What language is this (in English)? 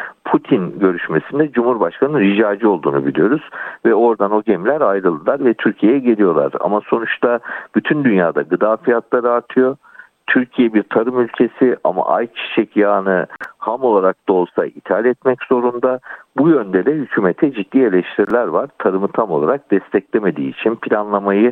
Turkish